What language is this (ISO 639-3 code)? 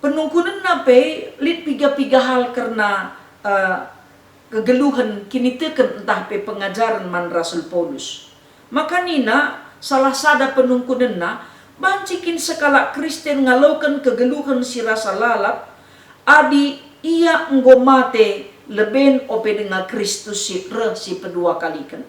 btx